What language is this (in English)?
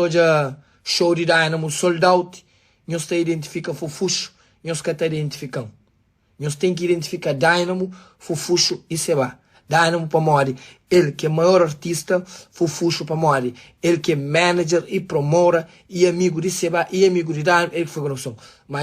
Kabuverdianu